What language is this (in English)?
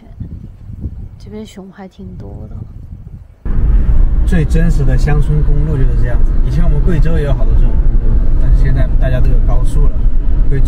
Chinese